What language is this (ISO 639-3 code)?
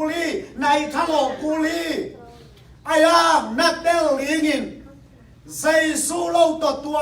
ctd